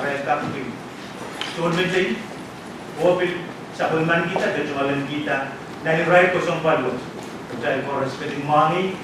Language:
Pohnpeian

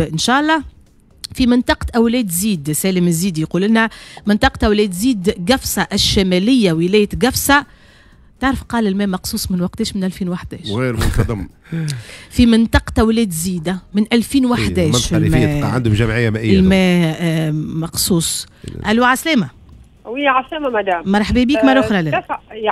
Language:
Tunisian Arabic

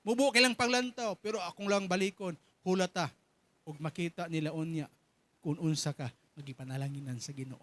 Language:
Cebuano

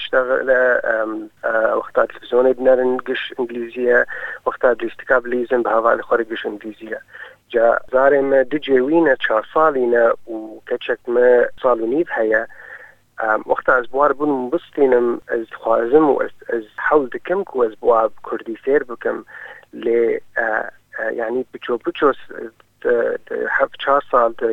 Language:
Kurdish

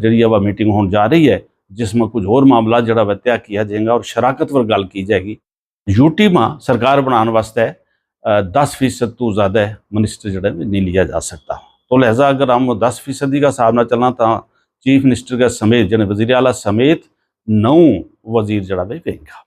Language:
Gujari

